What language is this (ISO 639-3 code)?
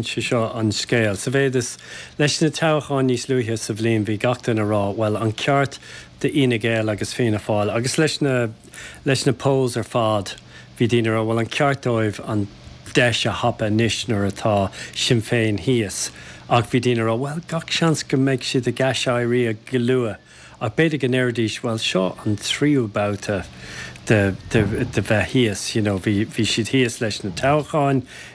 gle